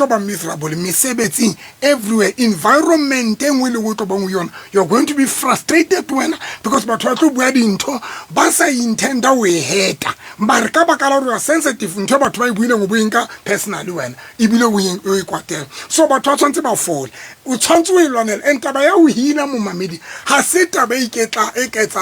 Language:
Southern Sotho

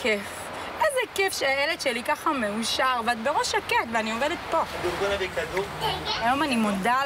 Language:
Hebrew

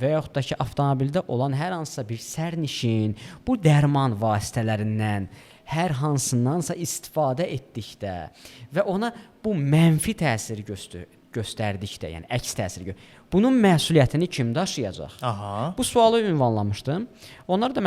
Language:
Azerbaijani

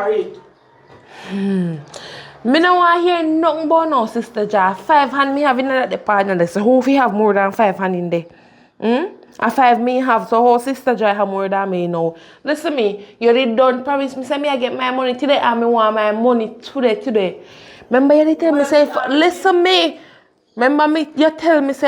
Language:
Jamaican Creole English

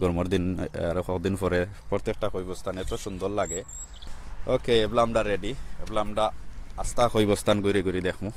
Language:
Sylheti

